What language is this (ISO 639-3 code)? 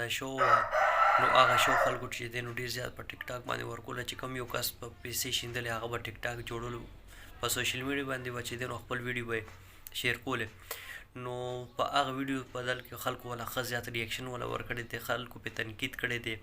pus